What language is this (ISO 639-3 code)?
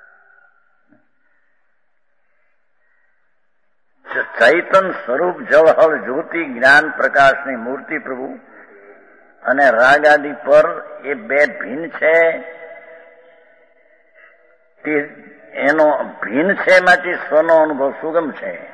guj